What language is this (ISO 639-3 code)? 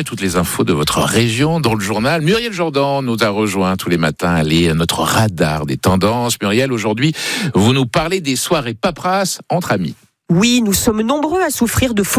fra